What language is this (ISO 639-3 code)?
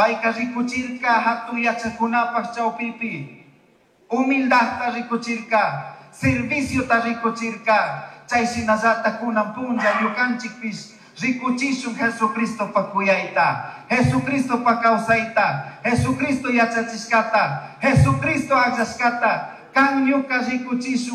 qug